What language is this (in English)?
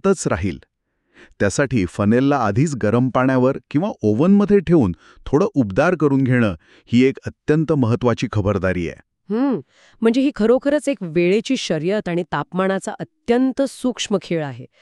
Marathi